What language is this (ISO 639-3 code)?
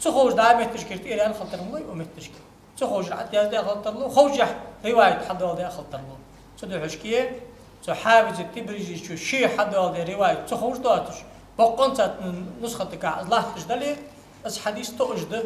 inh